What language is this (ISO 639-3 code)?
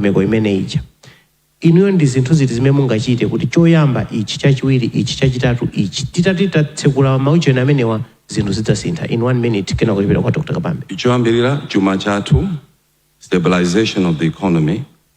nya